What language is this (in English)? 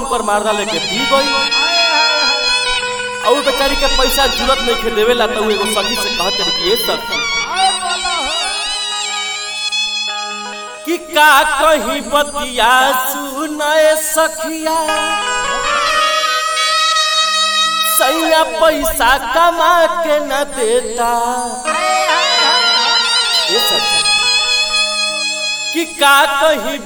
Bhojpuri